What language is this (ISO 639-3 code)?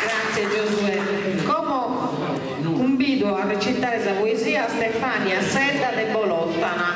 srd